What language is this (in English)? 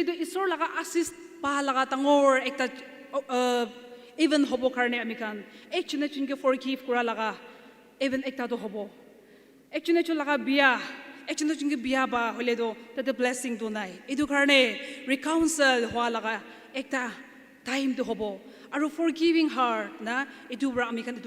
Naga Pidgin